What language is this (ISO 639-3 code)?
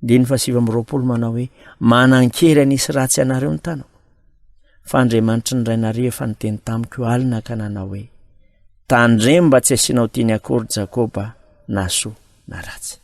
mlg